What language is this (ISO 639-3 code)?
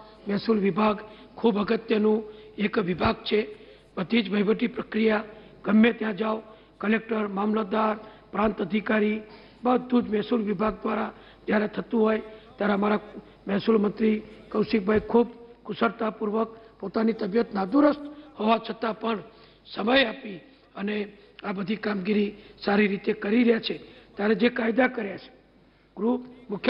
guj